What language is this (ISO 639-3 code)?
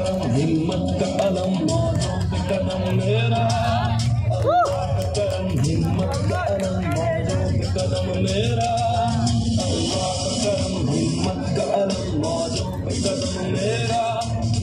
hin